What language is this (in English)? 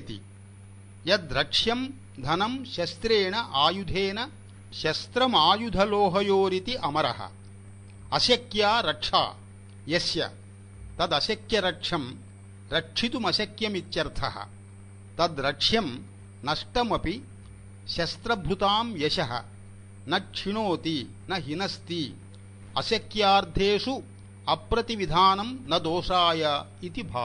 Sanskrit